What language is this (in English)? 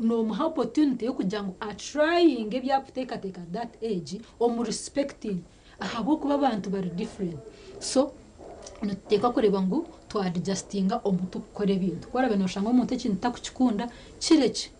Nyankole